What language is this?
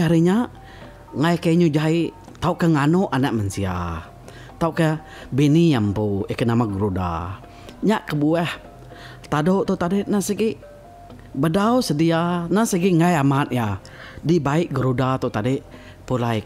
Iban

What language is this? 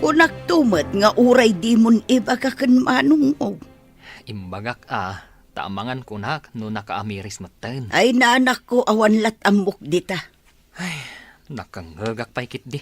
Iloko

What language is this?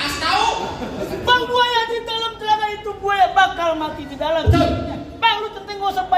Betawi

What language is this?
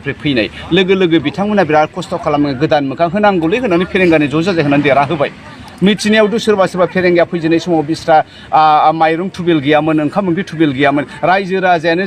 Bodo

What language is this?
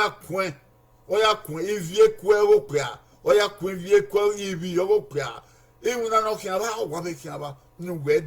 Bini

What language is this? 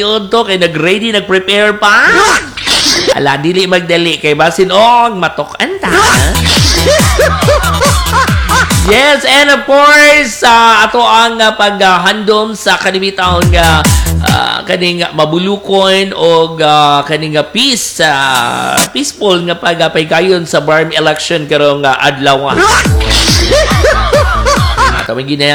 Cebuano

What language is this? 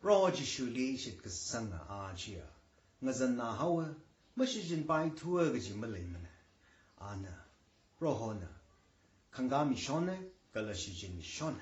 Tangkhul Naga (India)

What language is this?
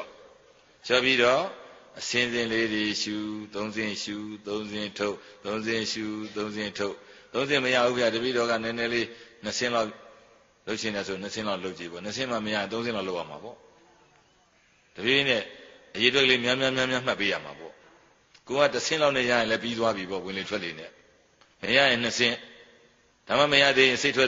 Burmese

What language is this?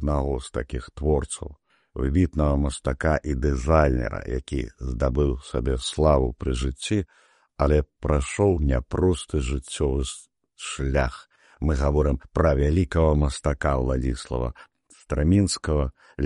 Belarusian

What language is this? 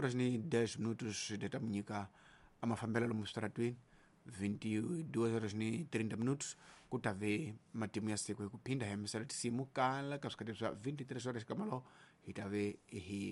Tsonga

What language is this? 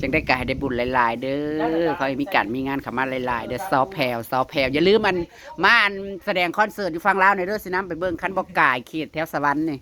Northeastern Thai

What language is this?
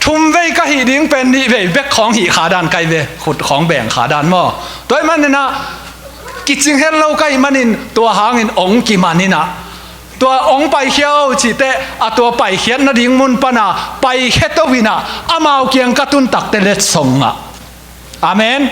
Tedim Chin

